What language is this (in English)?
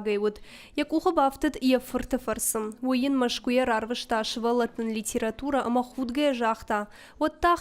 Ossetic